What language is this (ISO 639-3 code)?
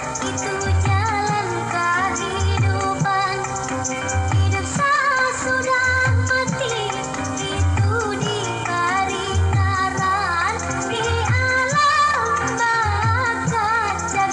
bjn